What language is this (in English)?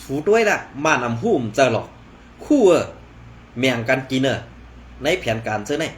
Shan